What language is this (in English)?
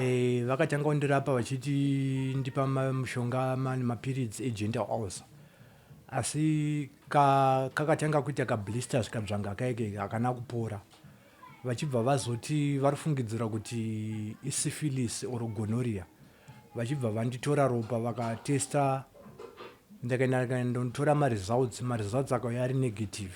Shona